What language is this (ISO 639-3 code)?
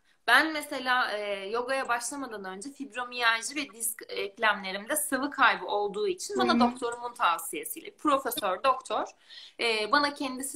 tur